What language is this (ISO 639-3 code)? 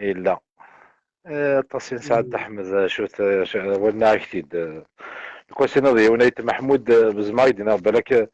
kab